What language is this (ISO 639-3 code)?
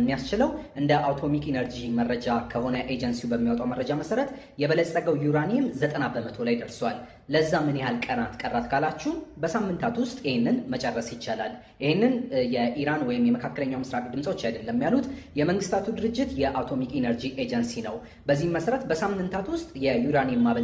amh